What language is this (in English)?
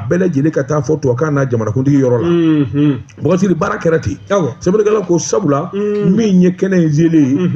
Bambara